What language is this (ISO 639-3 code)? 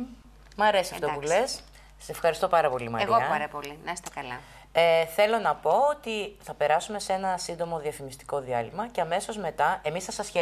ell